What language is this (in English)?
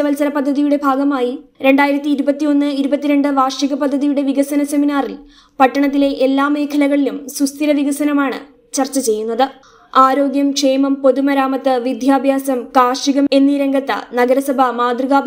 Malayalam